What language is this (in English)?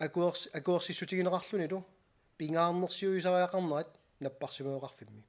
Kalaallisut